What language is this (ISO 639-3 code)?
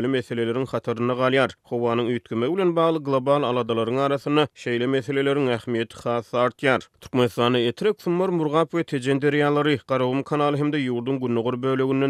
tuk